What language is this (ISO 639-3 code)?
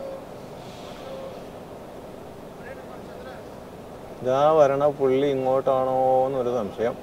mal